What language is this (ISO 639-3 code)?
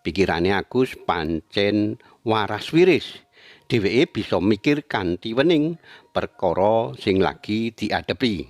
jav